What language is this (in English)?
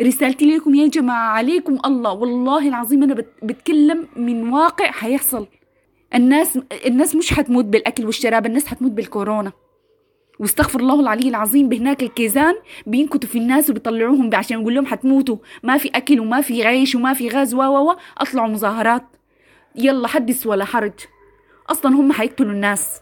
Sudanese Arabic